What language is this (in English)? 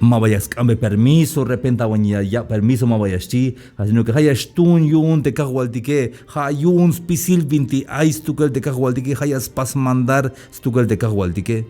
Tzeltal